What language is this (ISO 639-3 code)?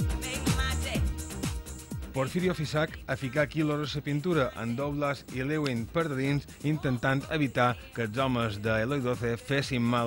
cat